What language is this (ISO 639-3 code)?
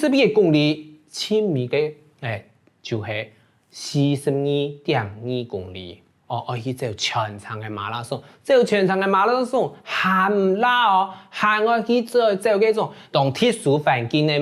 hak